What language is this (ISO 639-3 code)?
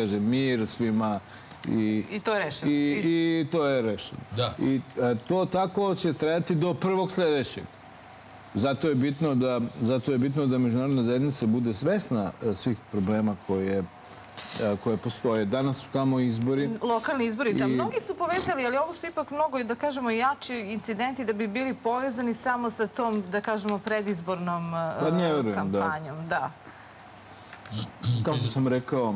srp